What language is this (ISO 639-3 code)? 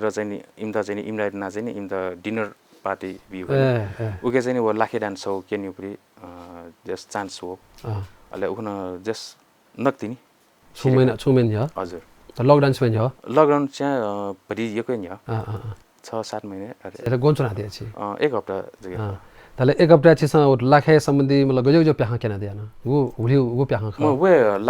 new